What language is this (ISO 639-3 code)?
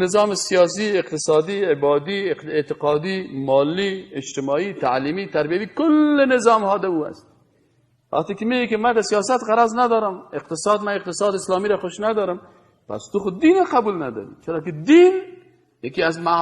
fas